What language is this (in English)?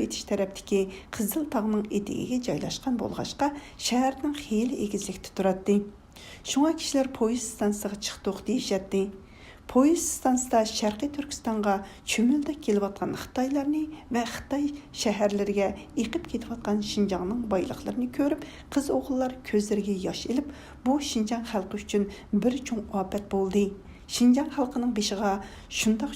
Uyghur